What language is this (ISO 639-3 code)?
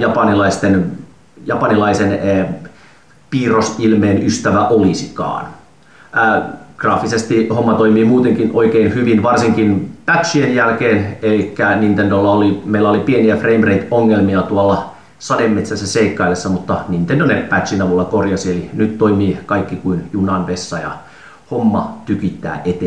fin